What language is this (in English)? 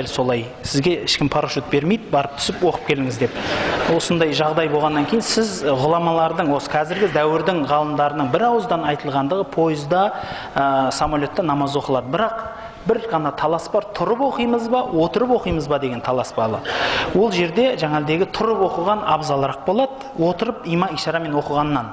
Kazakh